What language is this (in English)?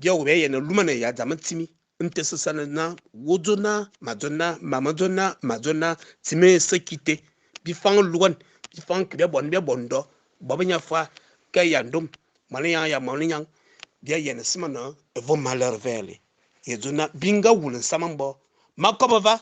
Fang